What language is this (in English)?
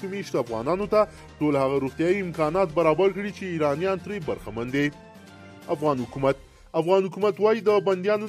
Pashto